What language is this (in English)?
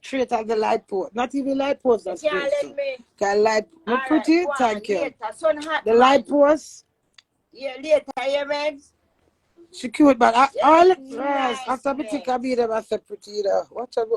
Jamaican Creole English